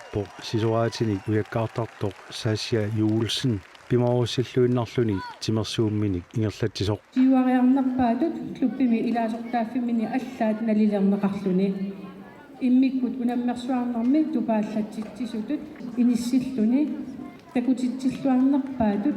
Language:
Kalaallisut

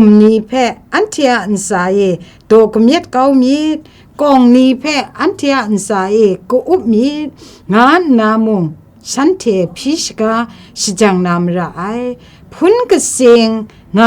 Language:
Kachin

